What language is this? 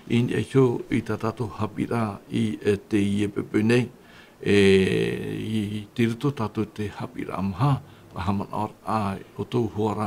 Tahitian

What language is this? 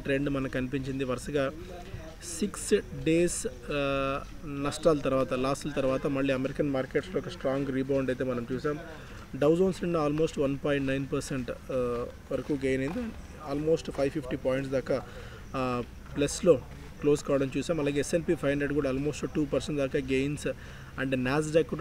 Telugu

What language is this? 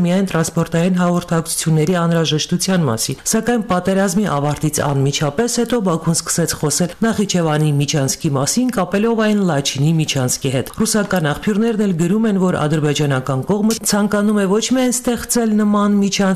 Armenian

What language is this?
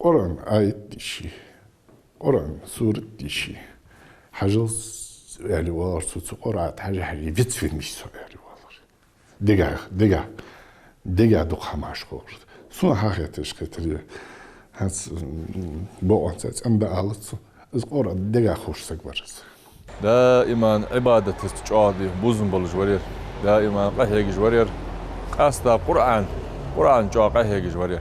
Ingush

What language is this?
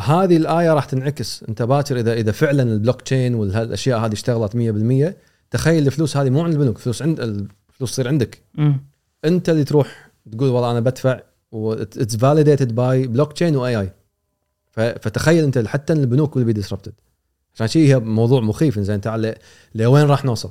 Gulf Arabic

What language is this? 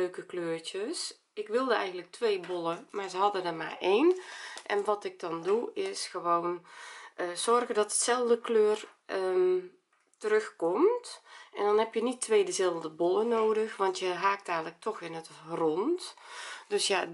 Dutch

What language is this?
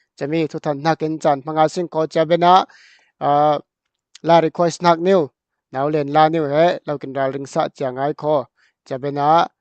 Falam Chin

